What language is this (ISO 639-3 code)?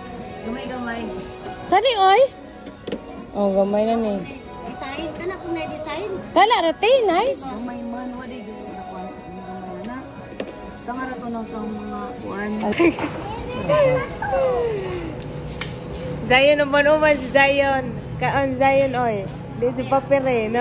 ceb